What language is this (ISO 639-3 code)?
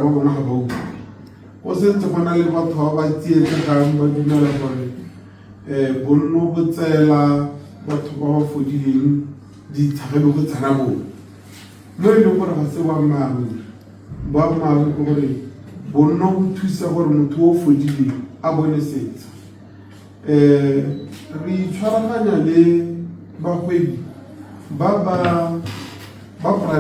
tsn